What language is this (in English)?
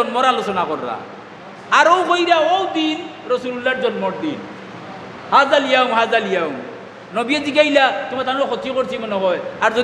Sylheti